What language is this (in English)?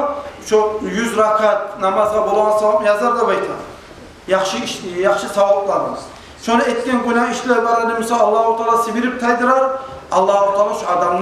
Kumyk